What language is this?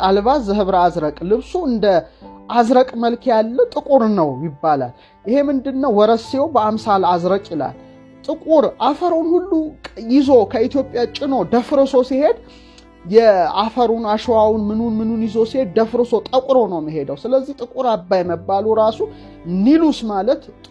Amharic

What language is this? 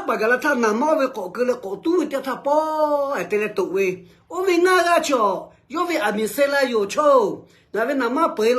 Lahu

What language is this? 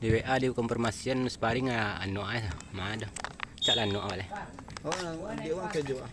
Minangkabau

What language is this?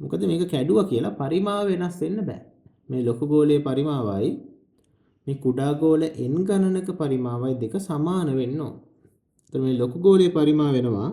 Sinhala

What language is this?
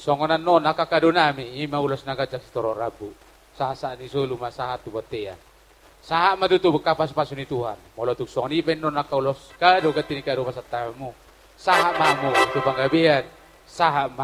Batak Toba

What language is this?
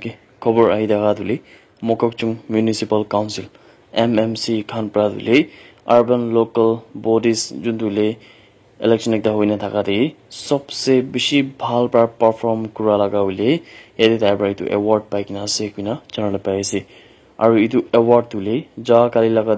Naga Pidgin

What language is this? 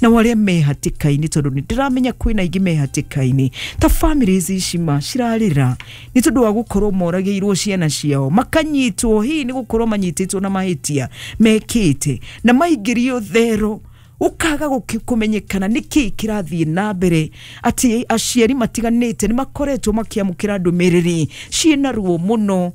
Kikuyu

